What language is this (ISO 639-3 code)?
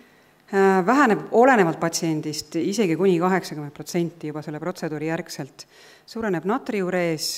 est